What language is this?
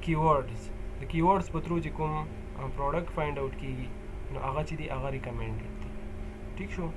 Pashto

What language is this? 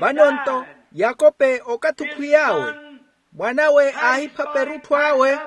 Makhuwa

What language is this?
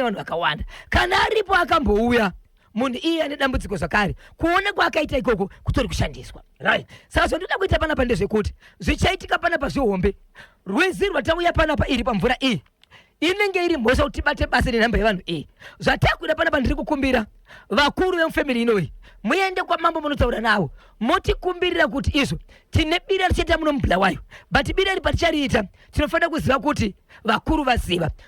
Shona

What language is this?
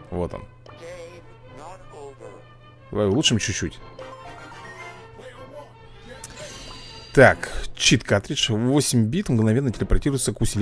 Russian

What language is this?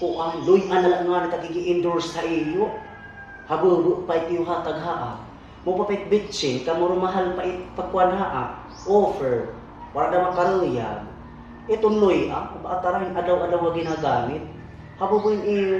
Waray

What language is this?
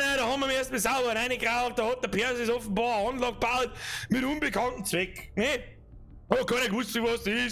Bavarian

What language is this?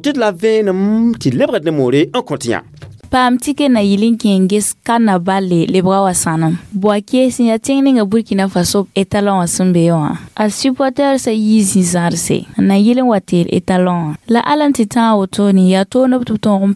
Mossi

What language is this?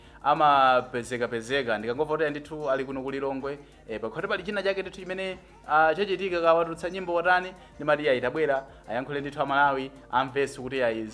Nyanja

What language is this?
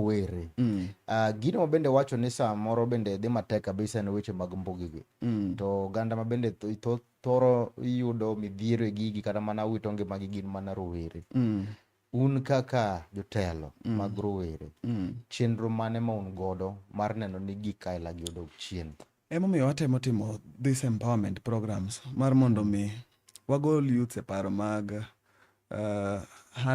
Luo (Kenya and Tanzania)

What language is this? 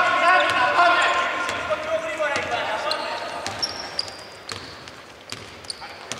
Greek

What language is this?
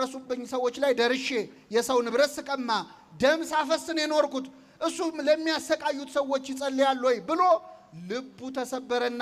Amharic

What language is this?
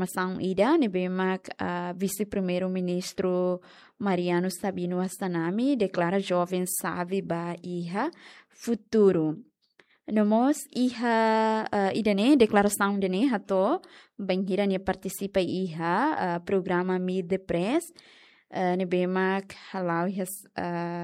Tetum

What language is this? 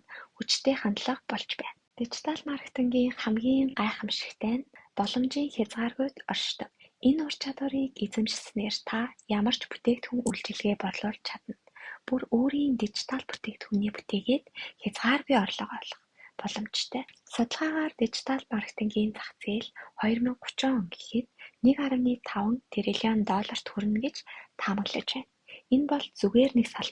Mongolian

